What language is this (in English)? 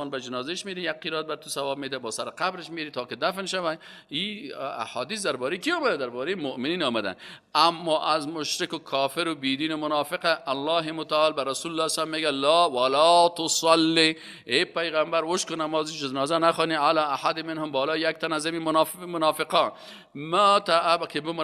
Persian